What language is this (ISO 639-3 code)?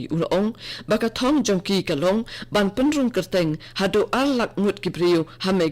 kha